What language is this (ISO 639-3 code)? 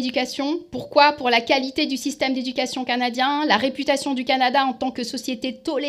fra